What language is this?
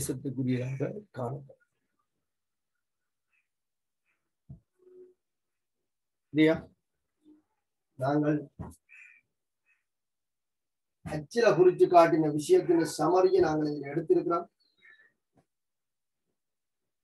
Tamil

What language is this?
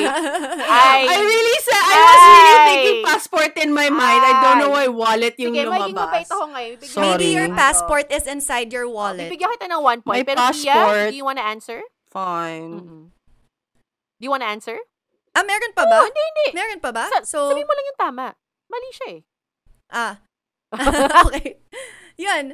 Filipino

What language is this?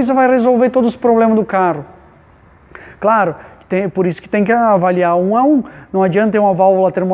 Portuguese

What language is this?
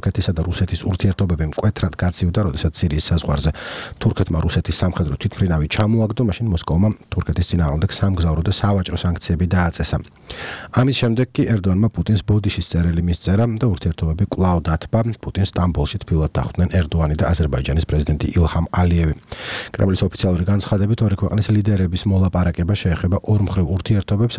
Georgian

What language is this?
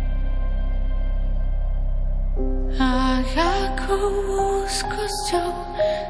Slovak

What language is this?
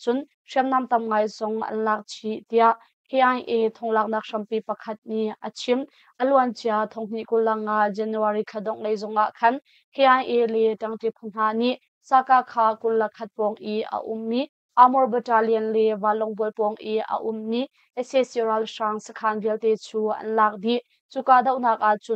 Hakha Chin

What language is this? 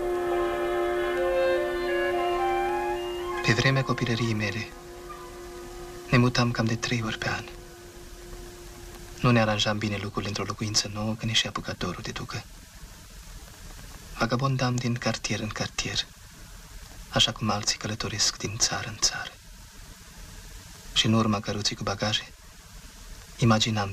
Romanian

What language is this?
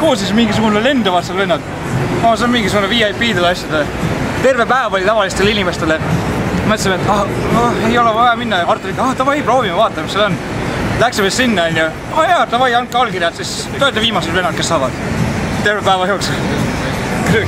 Estonian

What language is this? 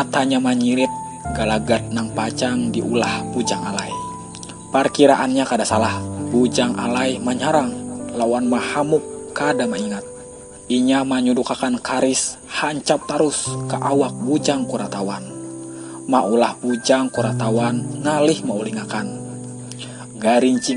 Banjar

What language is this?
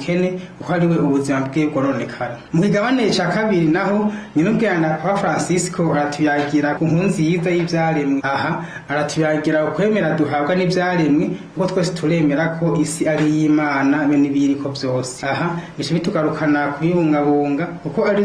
Rundi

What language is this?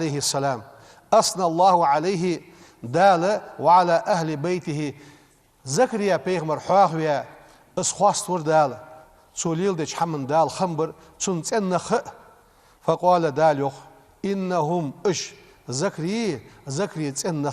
Ingush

